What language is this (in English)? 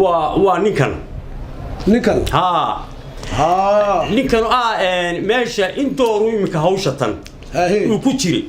Somali